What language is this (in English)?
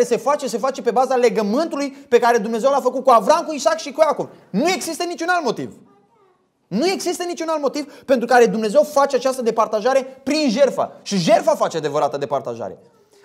Romanian